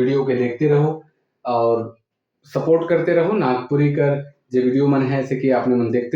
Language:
Sadri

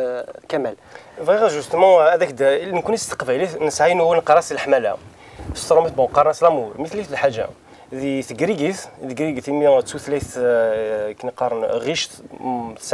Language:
Kabyle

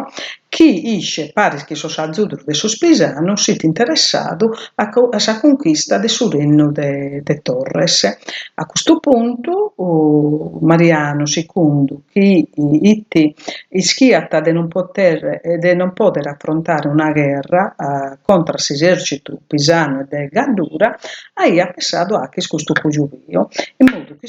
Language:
Sardinian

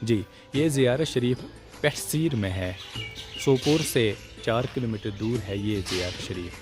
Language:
Kashmiri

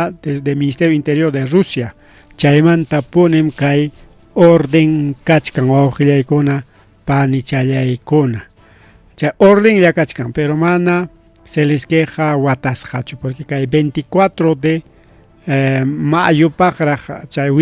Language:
Ayacucho Quechua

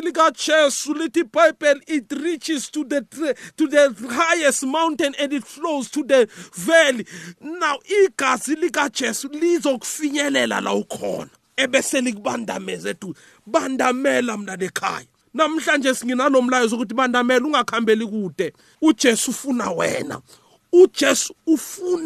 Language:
South Ndebele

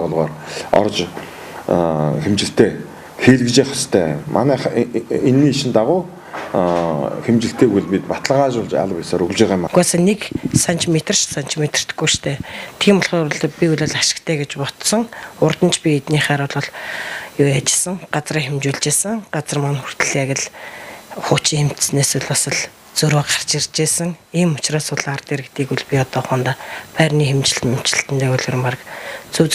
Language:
Mongolian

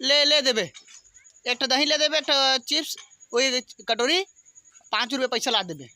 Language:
Chhattisgarhi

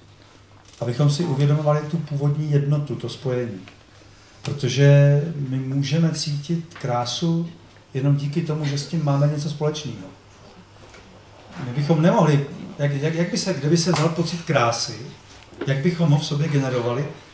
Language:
Czech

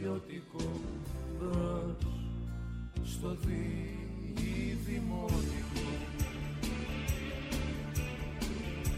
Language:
Greek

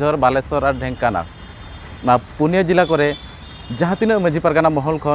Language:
Santali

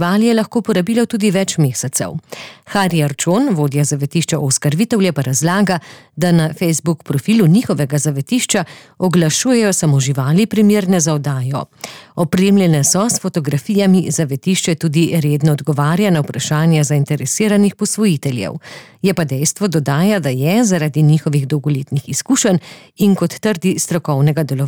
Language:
Slovenian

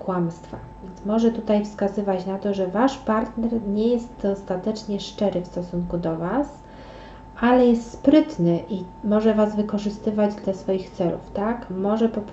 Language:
Polish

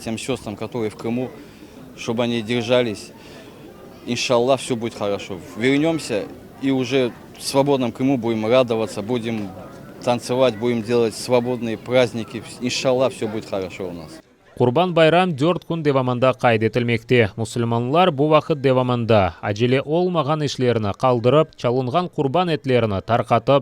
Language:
Crimean Tatar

